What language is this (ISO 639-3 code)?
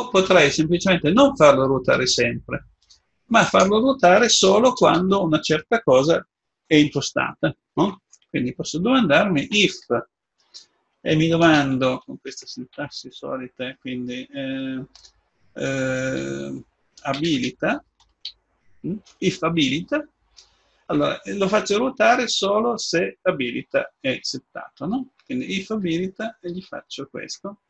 ita